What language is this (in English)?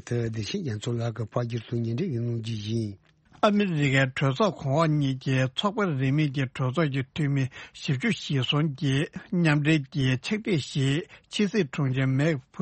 Tibetan